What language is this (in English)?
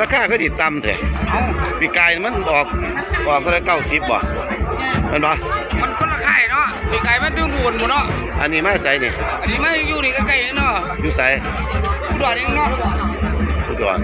Northeastern Thai